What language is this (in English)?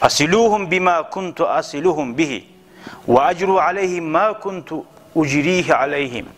Kumyk